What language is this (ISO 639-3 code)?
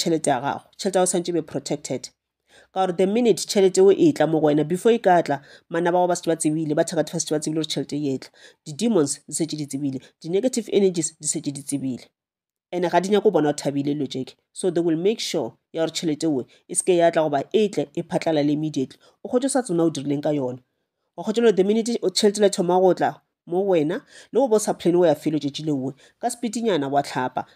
nso